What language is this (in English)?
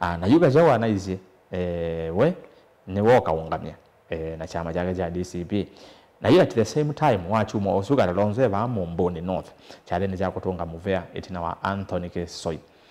Kamba